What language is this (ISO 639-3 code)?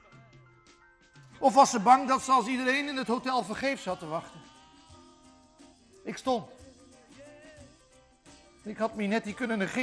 nld